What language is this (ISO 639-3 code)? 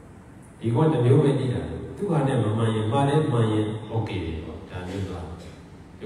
mya